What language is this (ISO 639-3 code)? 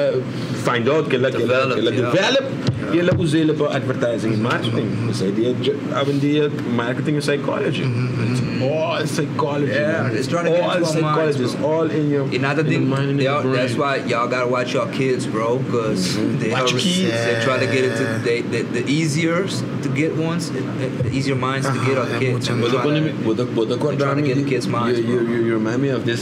pap